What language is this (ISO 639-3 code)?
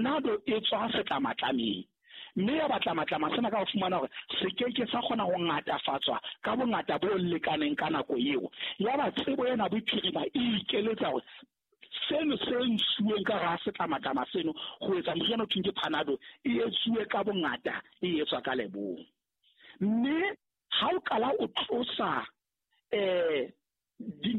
sot